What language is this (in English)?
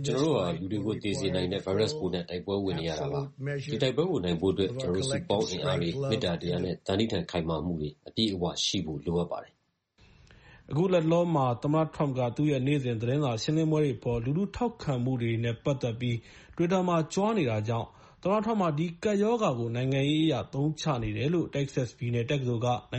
Burmese